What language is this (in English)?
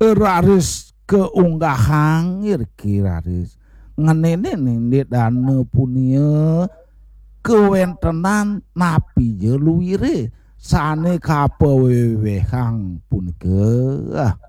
Balinese